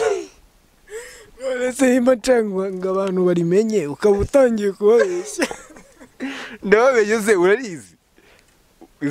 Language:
Kinyarwanda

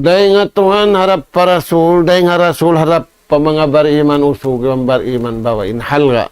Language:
Tausug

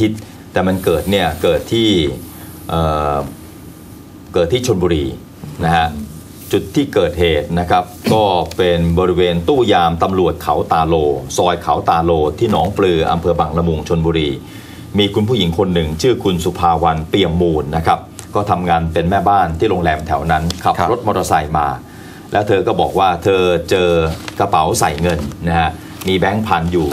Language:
Thai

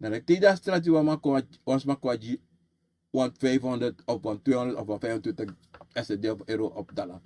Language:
Sranan Tongo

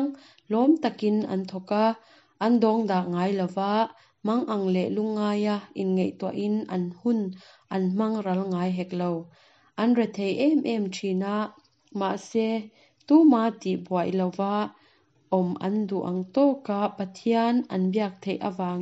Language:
Mizo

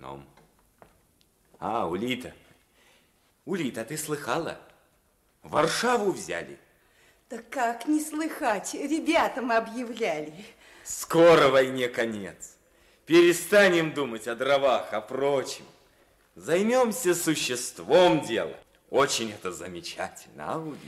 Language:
Russian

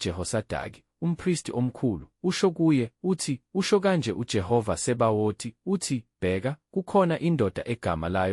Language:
Zulu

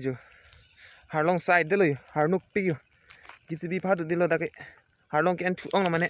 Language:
Karbi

